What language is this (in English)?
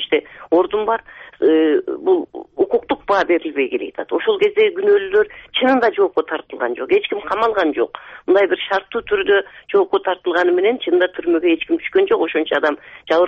Kyrgyz